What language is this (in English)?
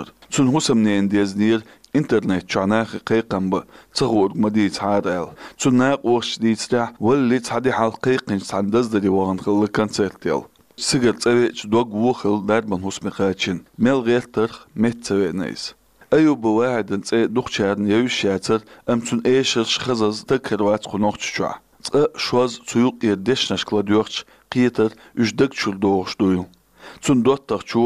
Chechen